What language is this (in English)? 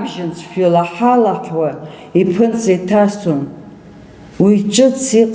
Abkhazian